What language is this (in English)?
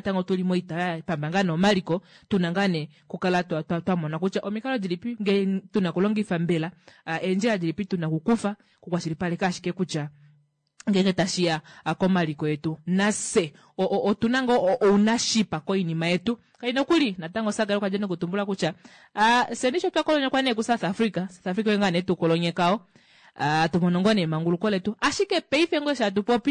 Kuanyama